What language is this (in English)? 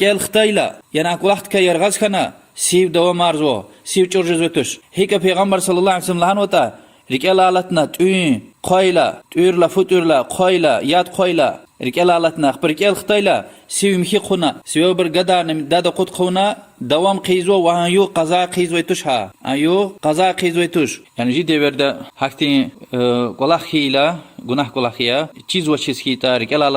Lezghian